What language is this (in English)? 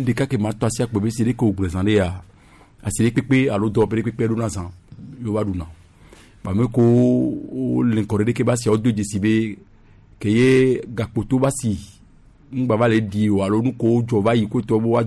Gen